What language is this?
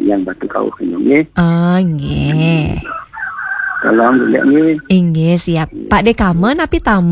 Balinese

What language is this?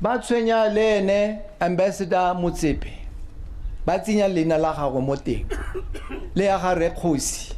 Tswana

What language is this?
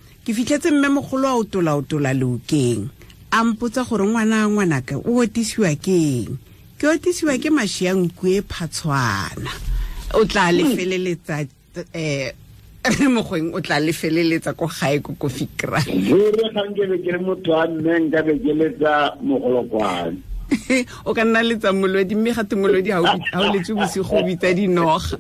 Tswana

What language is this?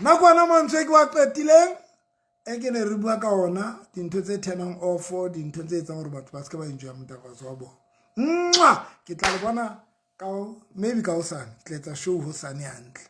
Southern Sotho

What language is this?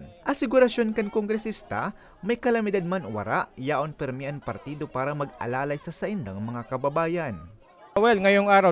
Bikol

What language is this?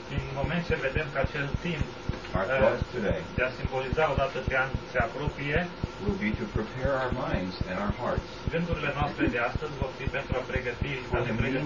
Romanian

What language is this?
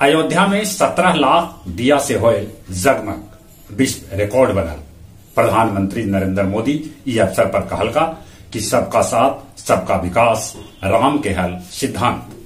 Magahi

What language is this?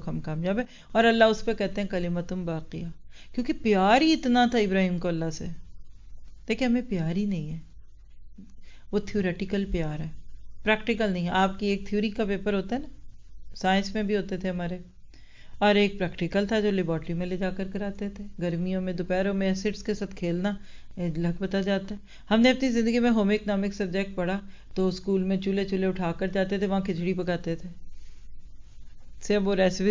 Urdu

